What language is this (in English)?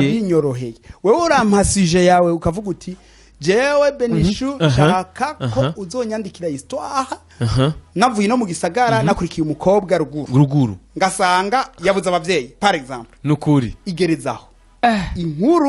Rundi